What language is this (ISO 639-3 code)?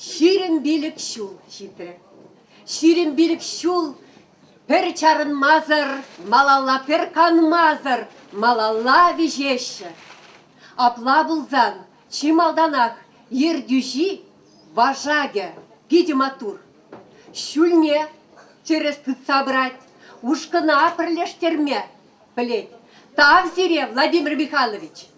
chv